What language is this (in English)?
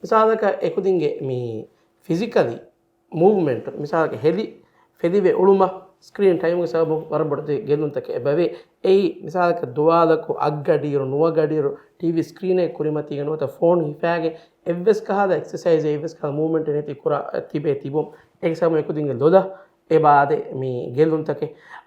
Divehi